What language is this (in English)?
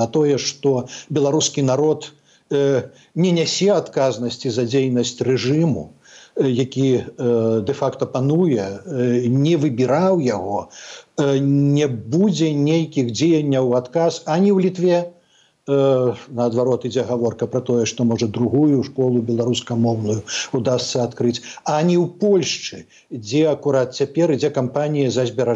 Belarusian